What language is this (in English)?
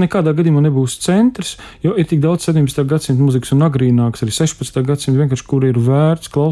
Latvian